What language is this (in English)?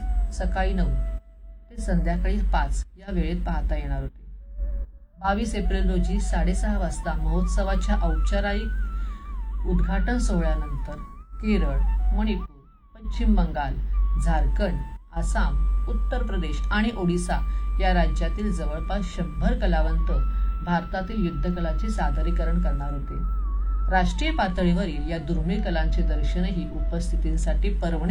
Marathi